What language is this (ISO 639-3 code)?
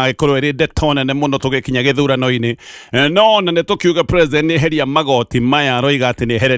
kik